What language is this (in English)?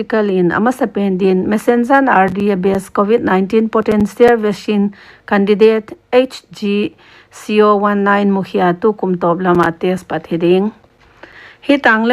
Paite Chin